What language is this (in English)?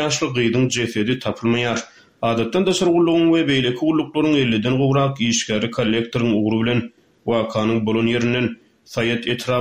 Turkmen